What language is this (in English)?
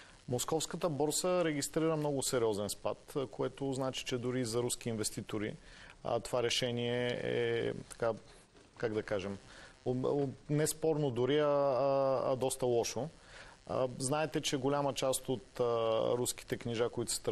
Bulgarian